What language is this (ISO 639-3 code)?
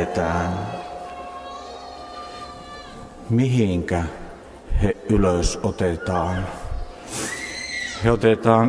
fin